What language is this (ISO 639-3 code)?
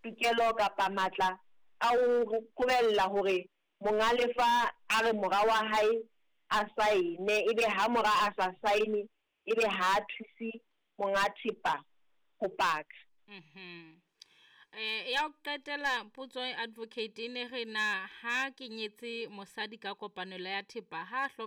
sot